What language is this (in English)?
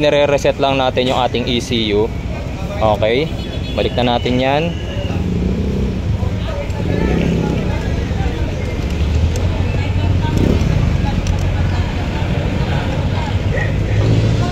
Filipino